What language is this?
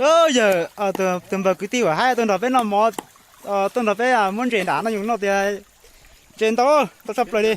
Hmong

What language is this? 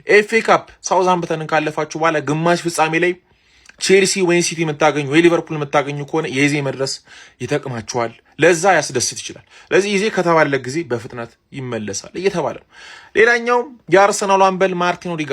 Amharic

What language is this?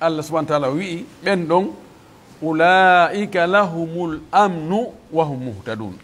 Pular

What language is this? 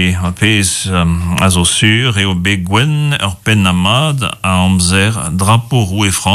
Breton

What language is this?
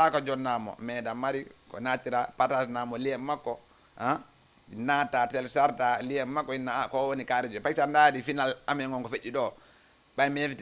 Fula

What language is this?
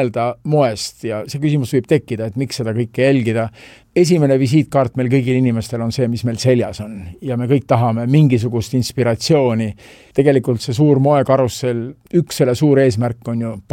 Estonian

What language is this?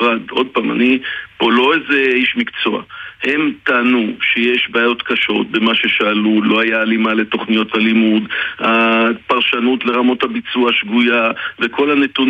Hebrew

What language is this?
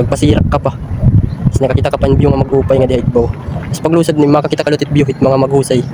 Waray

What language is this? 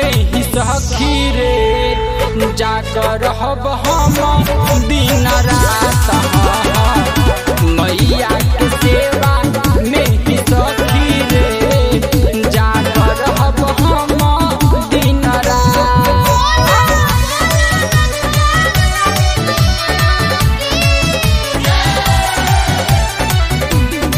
Bhojpuri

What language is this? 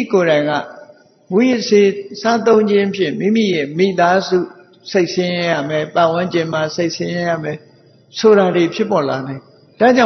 Burmese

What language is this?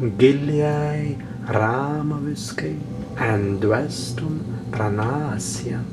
Prussian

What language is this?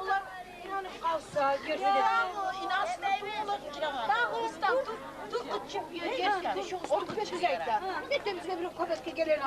Kumyk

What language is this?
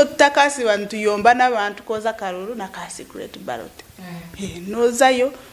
Nyankole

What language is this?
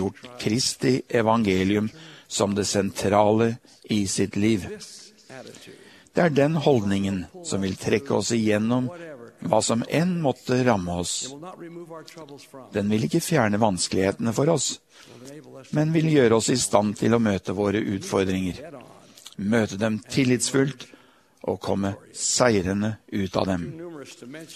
Norwegian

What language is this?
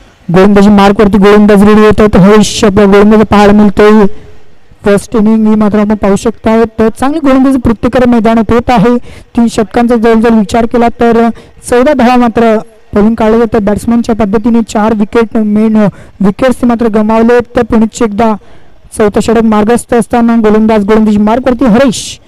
Marathi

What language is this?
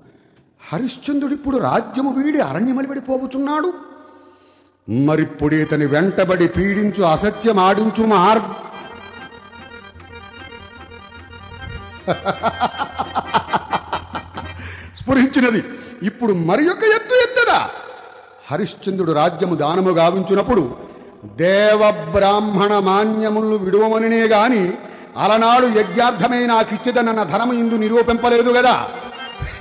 Telugu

